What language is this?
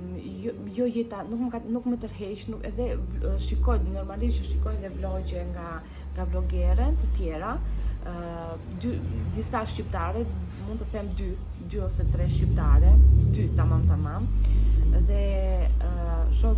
Albanian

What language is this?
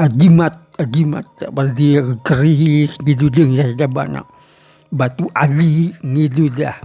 Sundanese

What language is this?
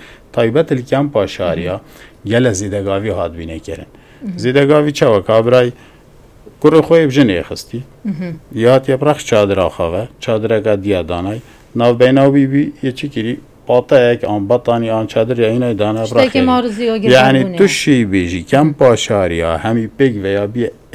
Kurdish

